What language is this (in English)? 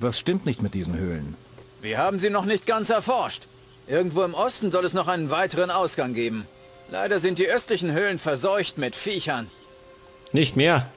Bavarian